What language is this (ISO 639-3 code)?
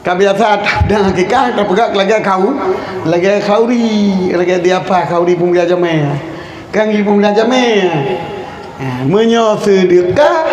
ace